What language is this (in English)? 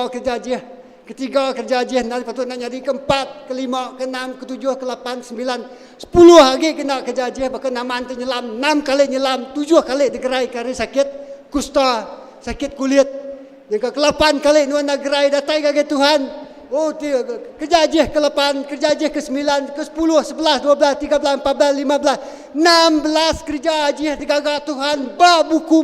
Iban